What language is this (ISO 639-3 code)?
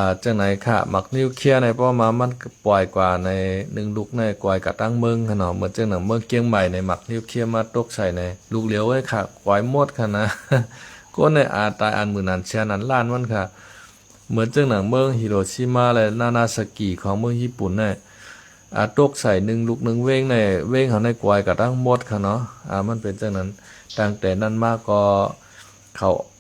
shn